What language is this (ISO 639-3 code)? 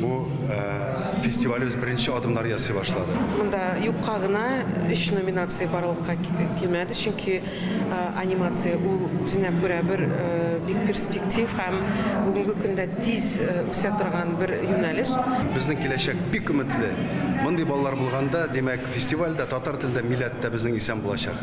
tat